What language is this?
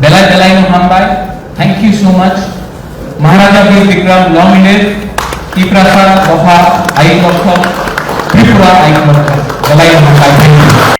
Kok Borok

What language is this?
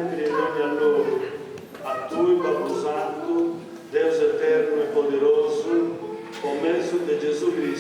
Sardinian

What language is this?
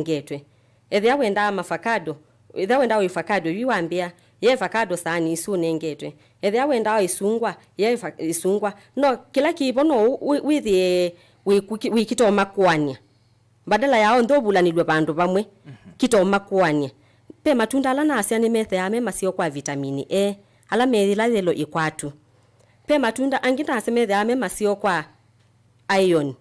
Kamba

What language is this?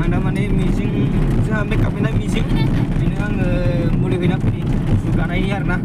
Bodo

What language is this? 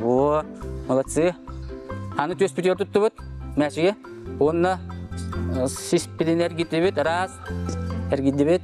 Yakut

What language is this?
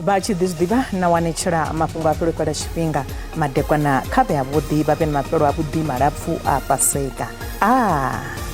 Venda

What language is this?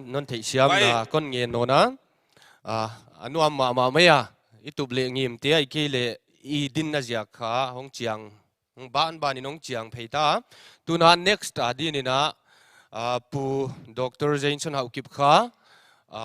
Paite Chin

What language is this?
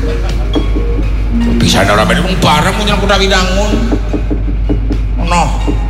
Javanese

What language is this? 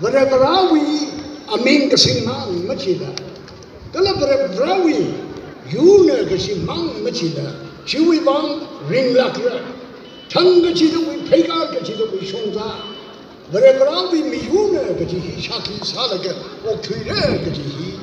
Tangkhul Naga (India)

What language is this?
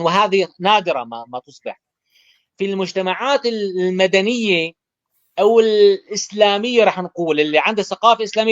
North Levantine Arabic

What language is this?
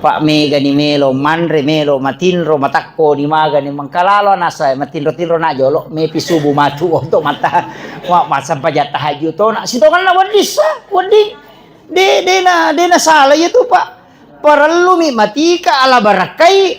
Buginese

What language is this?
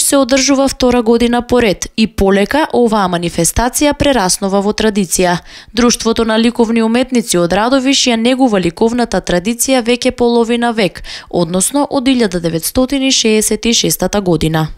Macedonian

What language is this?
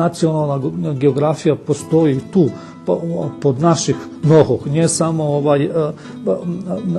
Rusyn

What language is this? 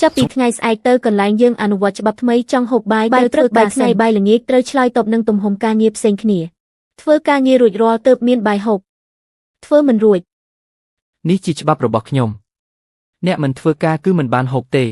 Khmer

